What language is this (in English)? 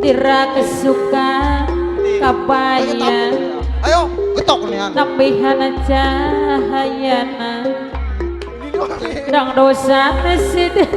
Betawi